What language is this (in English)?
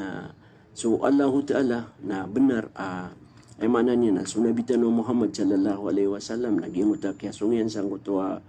Maranao